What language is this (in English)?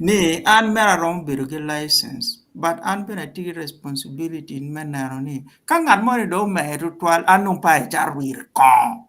Acoli